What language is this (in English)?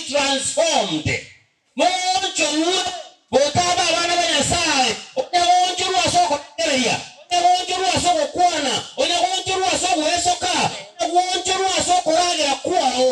Gusii